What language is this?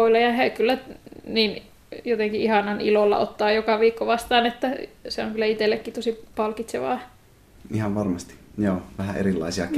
Finnish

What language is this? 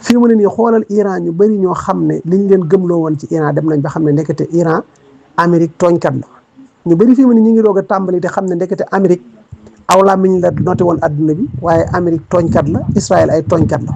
Wolof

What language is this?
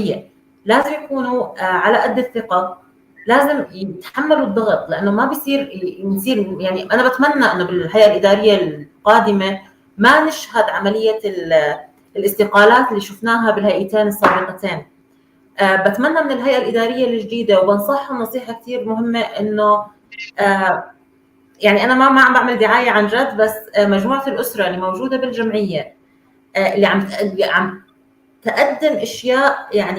North Levantine Arabic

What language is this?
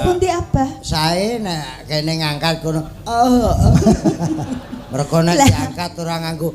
Javanese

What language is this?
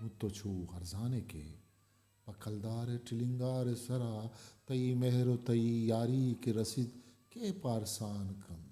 Eastern Balochi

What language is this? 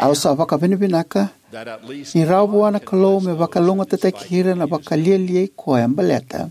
Fijian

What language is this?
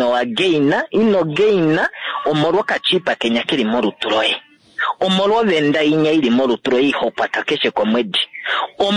Kuanyama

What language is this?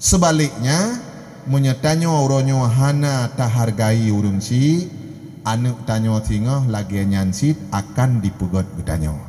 Achinese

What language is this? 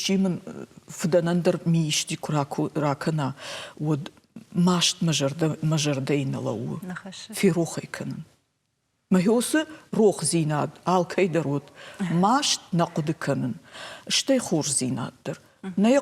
Ossetic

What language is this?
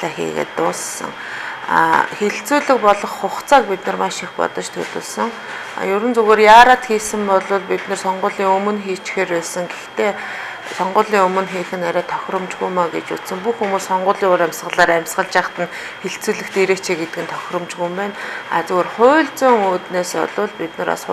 Mongolian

